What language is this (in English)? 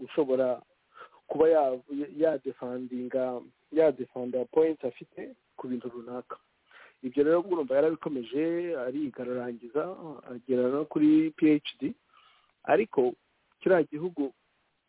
Kinyarwanda